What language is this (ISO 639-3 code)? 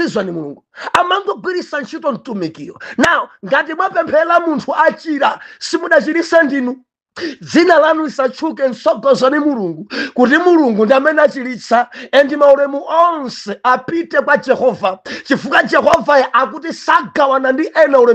nya